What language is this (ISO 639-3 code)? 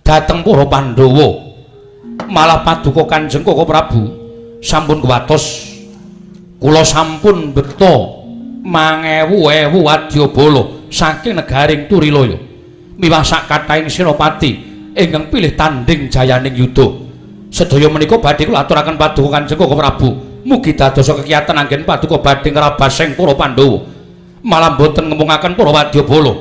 jav